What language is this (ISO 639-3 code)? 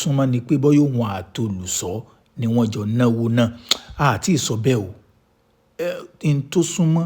yor